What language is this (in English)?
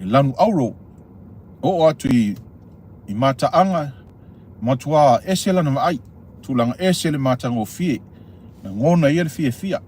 Samoan